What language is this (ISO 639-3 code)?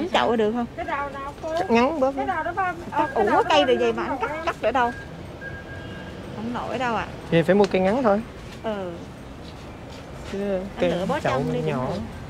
vie